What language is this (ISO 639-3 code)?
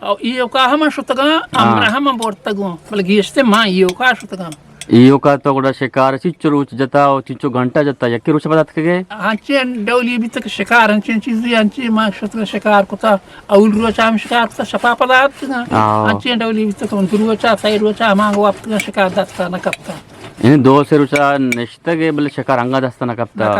bgp